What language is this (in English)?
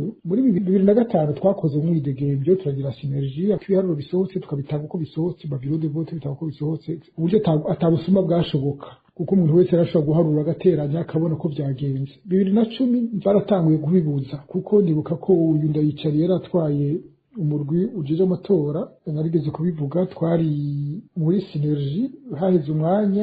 Rundi